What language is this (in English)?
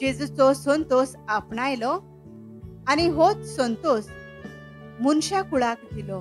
Konkani